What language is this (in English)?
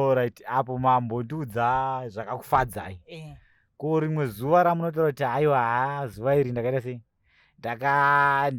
Shona